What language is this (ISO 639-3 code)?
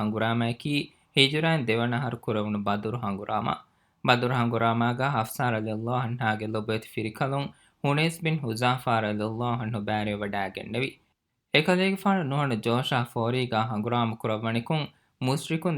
div